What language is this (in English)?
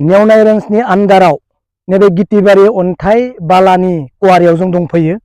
Bodo